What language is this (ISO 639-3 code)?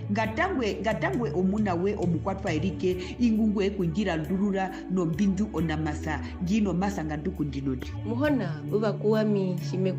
her